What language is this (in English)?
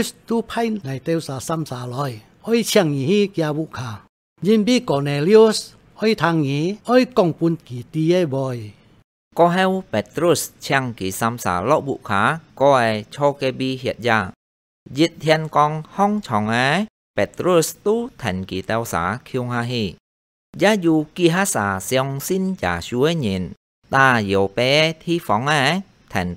Hakka Chinese